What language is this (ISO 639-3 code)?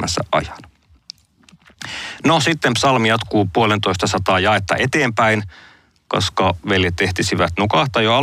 fin